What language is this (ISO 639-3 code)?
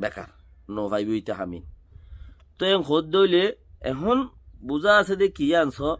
rhg